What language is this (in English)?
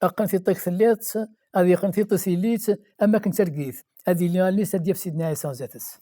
Kabyle